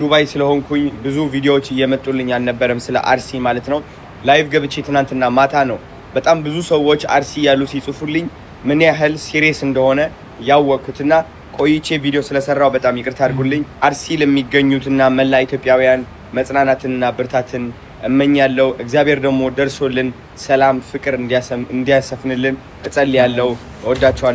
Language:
Amharic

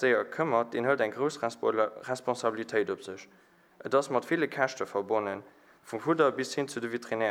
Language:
Luxembourgish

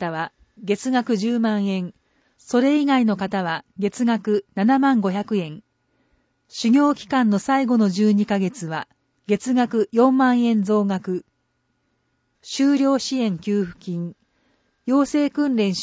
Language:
Japanese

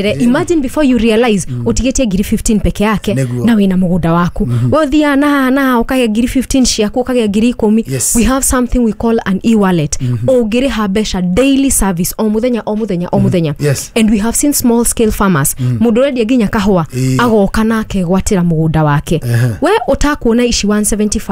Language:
Kikuyu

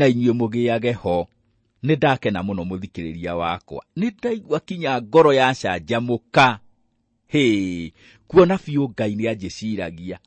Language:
Kikuyu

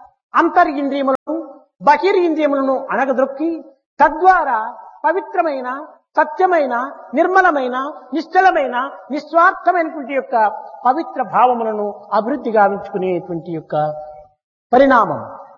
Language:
Telugu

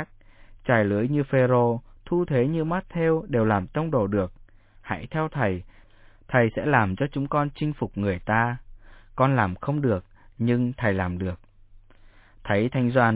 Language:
Vietnamese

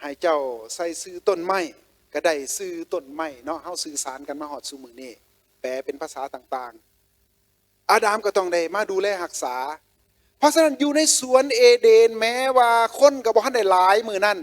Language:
Lao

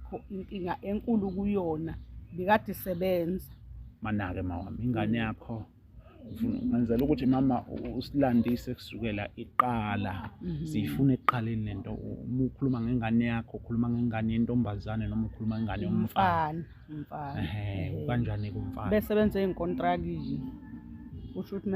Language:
Zulu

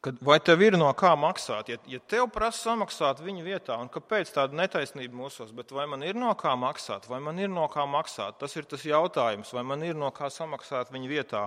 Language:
Latvian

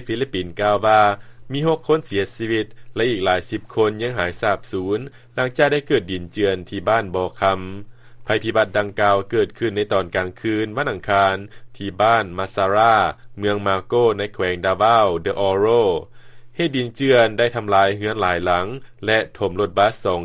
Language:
Lao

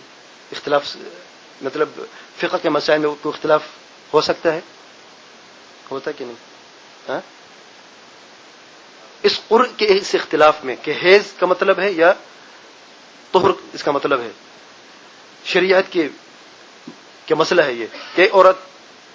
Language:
Urdu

